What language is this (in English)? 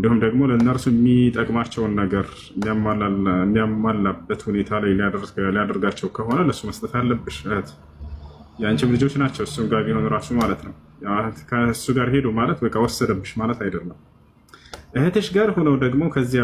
Amharic